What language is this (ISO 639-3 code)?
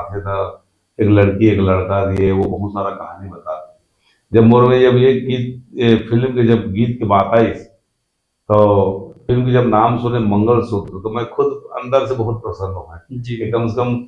hne